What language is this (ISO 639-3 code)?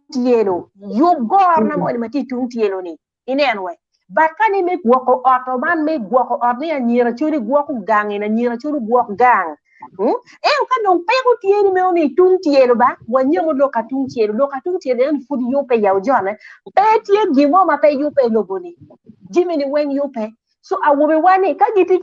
ach